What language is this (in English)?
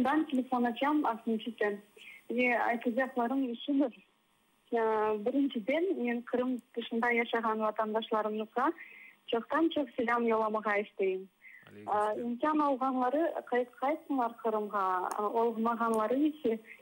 Crimean Tatar